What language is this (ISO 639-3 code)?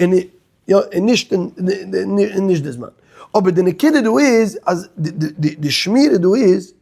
yid